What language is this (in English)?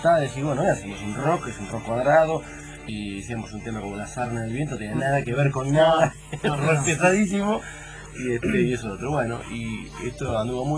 Spanish